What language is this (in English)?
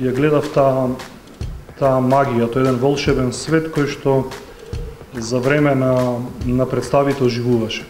Macedonian